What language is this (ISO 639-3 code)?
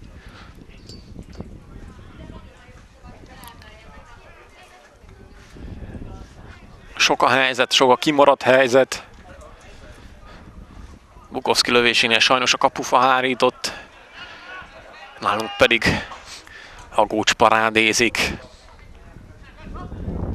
hun